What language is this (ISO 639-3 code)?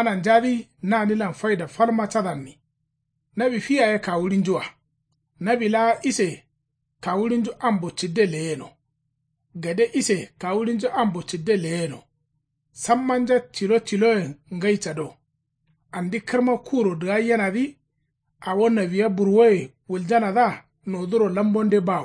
kau